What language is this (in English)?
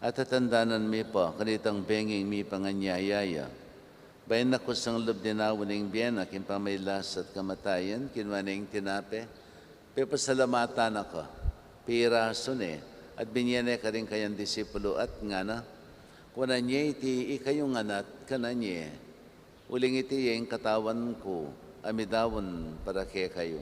Pampanga